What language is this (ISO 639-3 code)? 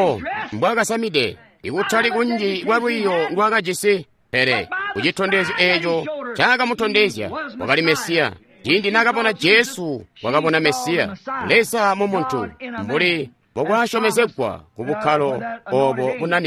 toi